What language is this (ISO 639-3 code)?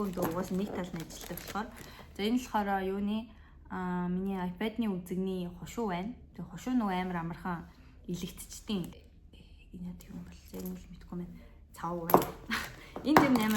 mon